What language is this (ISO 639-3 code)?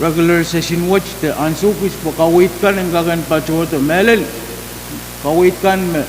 pon